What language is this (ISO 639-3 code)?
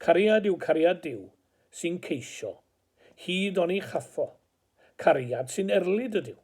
cym